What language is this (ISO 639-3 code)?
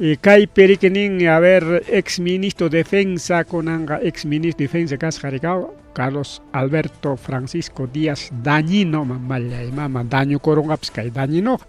quy